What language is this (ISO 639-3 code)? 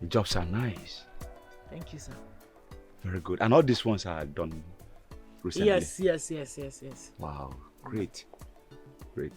pcm